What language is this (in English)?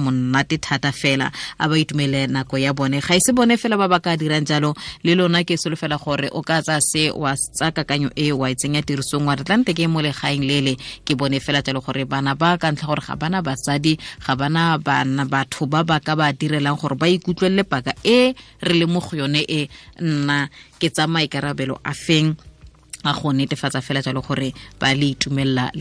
Tswana